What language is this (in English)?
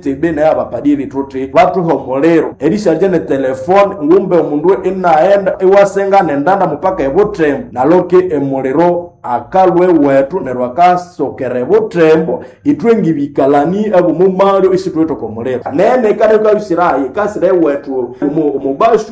Nande